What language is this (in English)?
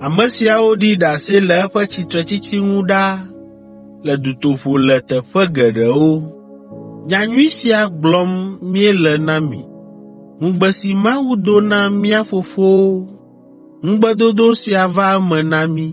Ewe